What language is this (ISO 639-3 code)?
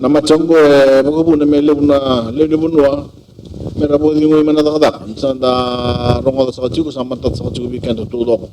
fij